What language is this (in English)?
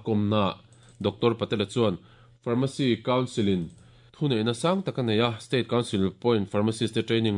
Mizo